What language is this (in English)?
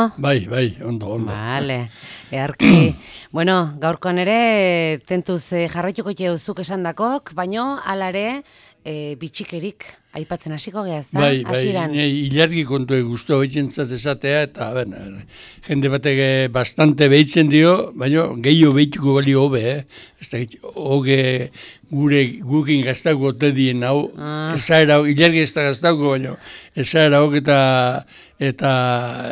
Basque